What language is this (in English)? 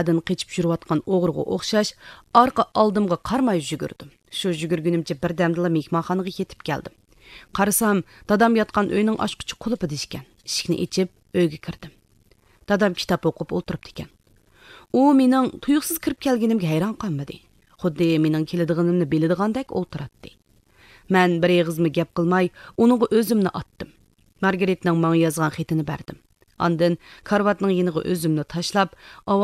Uyghur